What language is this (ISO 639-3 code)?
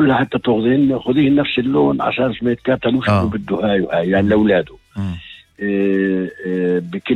apc